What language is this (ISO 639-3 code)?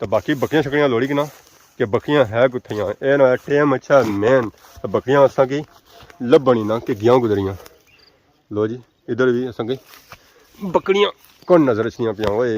phr